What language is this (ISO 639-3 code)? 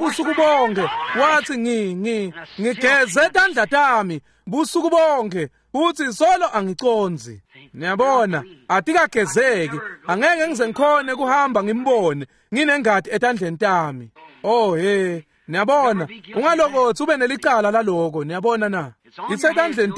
ssw